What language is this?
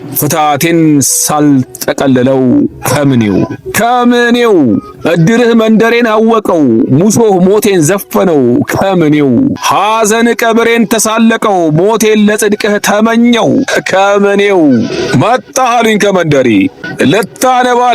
Amharic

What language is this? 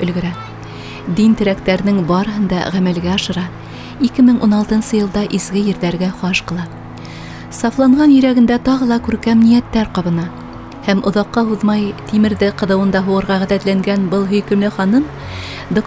Bashkir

